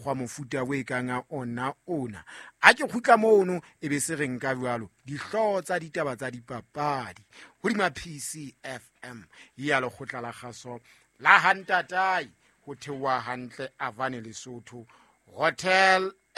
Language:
Southern Sotho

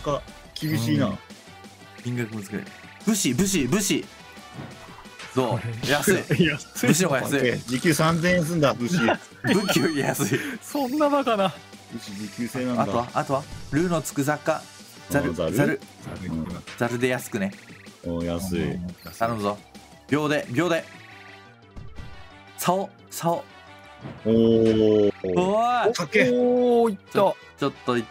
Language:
Japanese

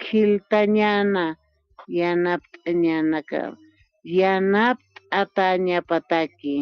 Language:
Aymara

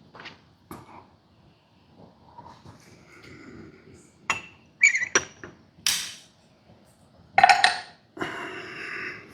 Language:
Northeastern Thai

